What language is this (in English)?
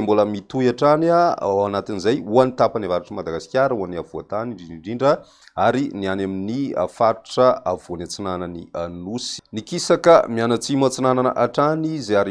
Malagasy